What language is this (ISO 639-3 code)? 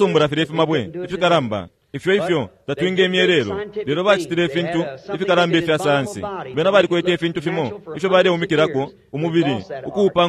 bem